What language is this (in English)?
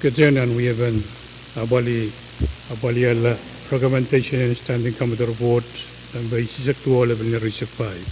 Pohnpeian